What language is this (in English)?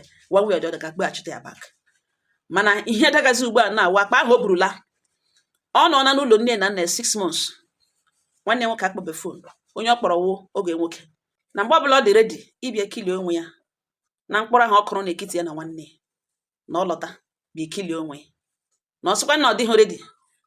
Igbo